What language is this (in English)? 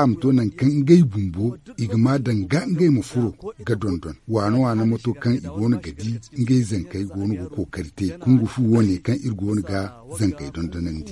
Zarma